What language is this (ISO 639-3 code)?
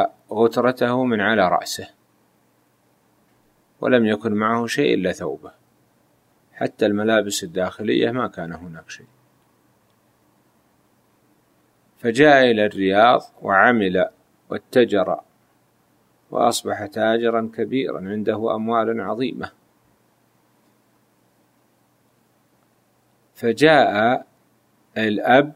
ara